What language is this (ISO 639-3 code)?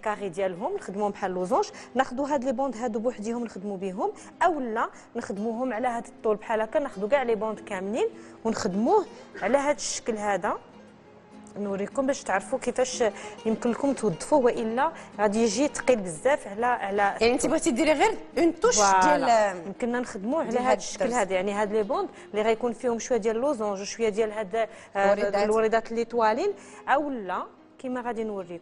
ary